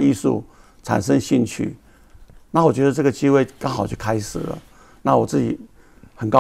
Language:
Chinese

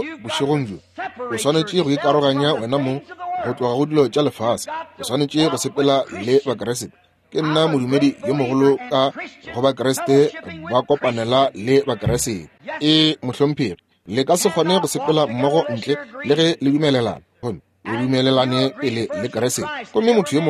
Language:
Northern Sotho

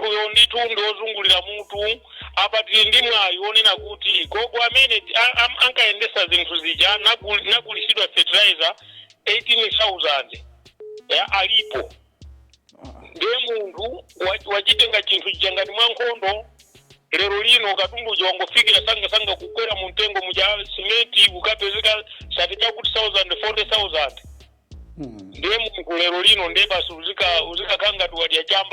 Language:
Nyanja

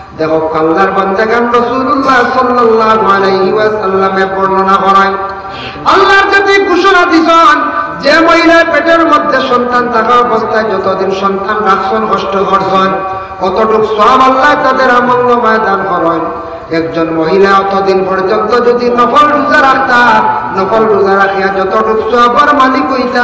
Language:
Sylheti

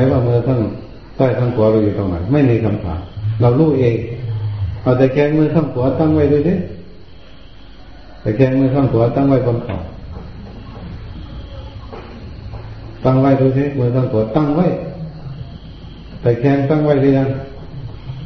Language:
Thai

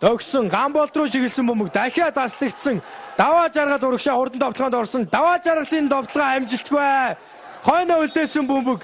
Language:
Mongolian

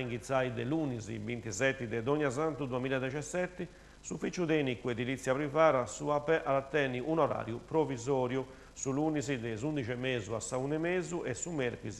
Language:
Sardinian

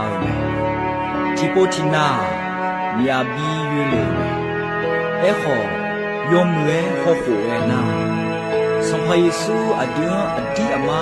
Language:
Akha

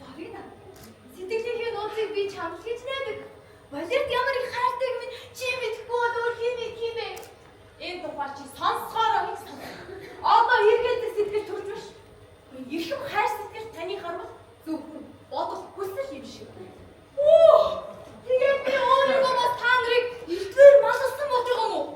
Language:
Mongolian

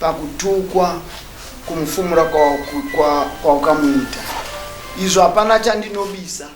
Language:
Shona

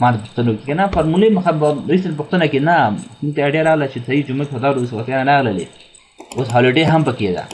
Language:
Pashto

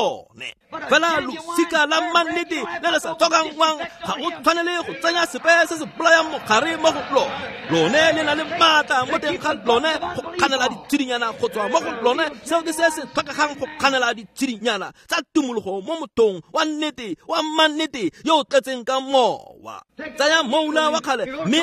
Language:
Tswana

